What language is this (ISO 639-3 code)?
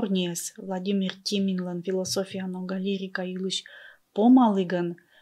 kom